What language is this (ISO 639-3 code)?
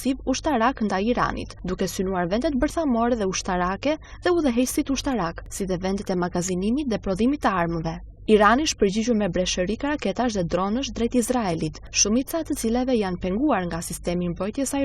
sqi